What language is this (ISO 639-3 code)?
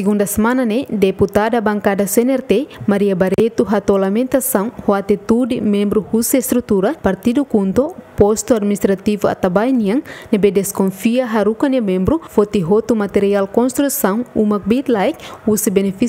tet